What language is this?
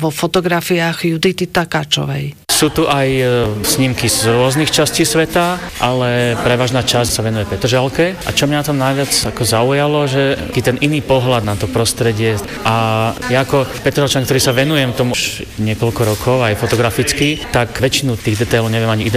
Slovak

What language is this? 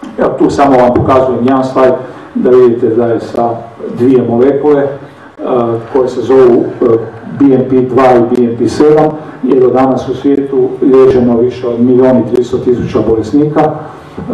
Croatian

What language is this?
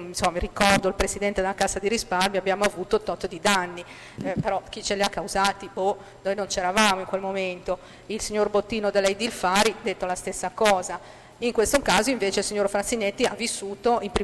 Italian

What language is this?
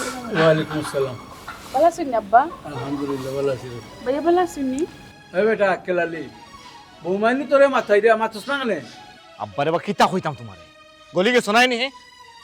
Sylheti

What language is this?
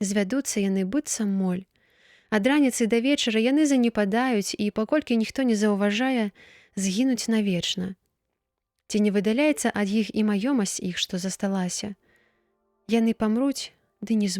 Belarusian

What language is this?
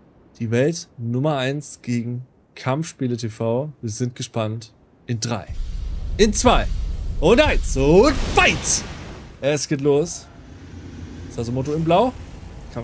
German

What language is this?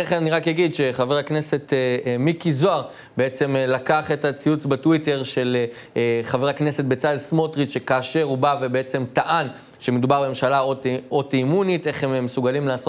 Hebrew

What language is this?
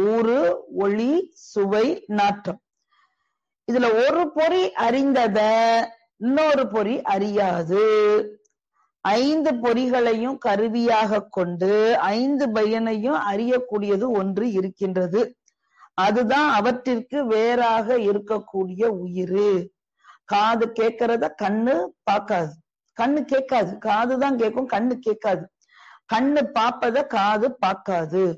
Tamil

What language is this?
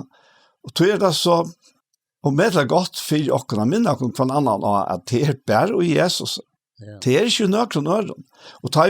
Faroese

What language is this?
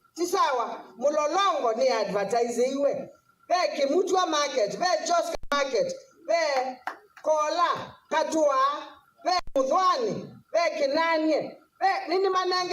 Kamba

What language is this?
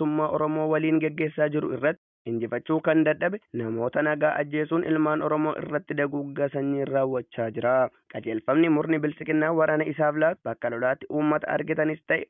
Oromo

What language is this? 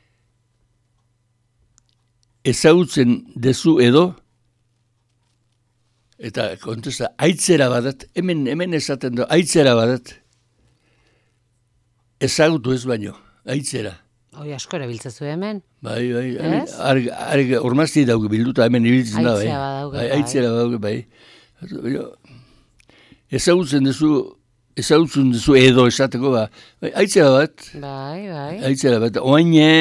Basque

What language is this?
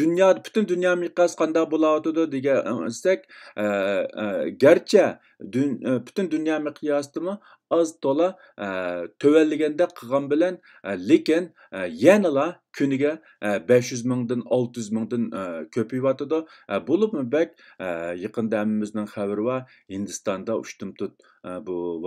Uyghur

